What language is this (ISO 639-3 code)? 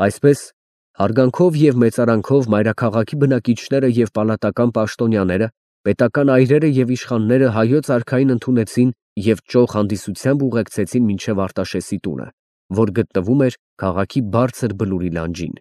hye